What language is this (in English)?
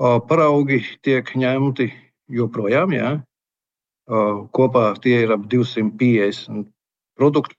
Latvian